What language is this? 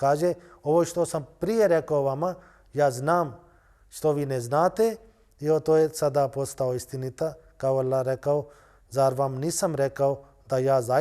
Bosnian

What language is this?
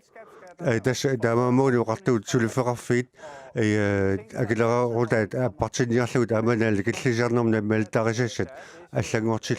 Kalaallisut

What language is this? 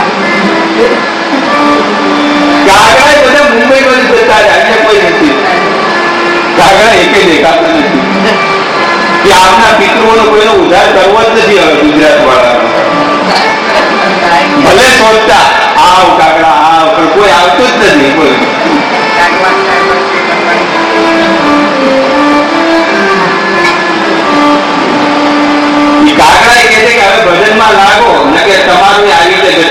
Gujarati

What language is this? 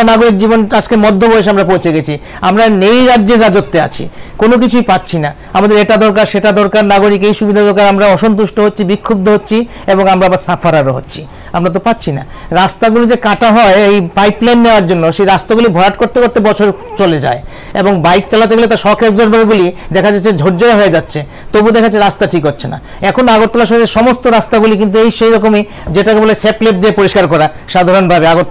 Bangla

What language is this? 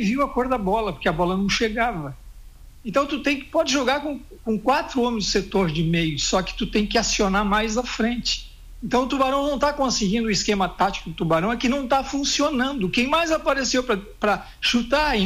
Portuguese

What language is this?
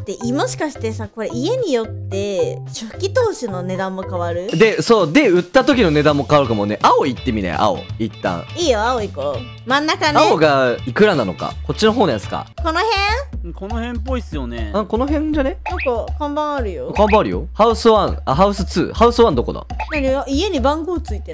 Japanese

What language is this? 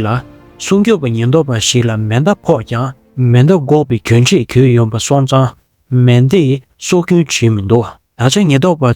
Tibetan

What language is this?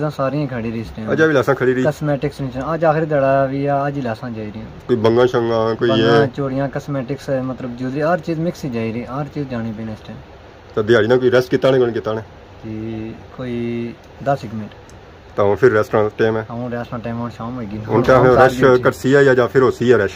Pahari-Potwari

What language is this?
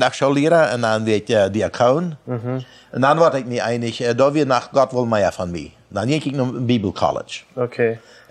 Plautdietsch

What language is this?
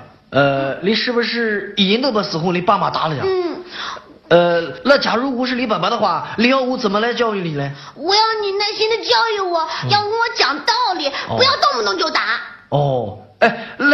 Chinese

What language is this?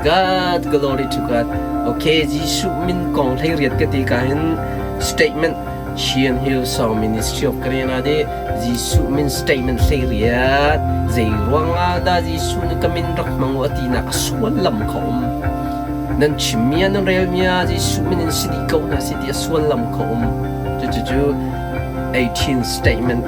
Hakha Chin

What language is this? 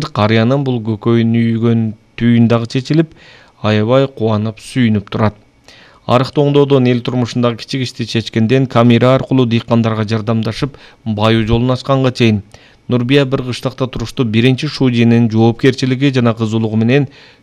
Kyrgyz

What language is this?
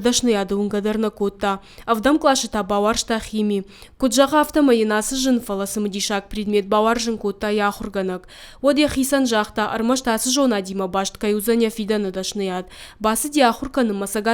Ossetic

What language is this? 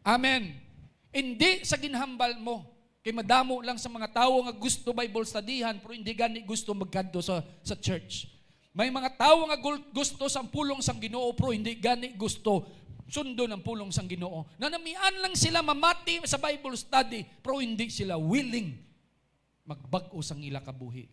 Hiligaynon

